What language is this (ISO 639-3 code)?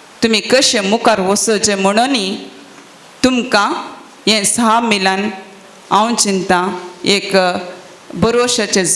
kok